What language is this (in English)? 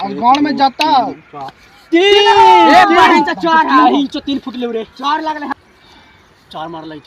Magahi